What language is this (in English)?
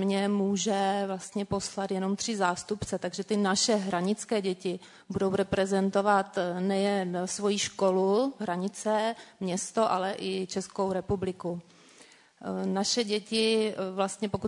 Czech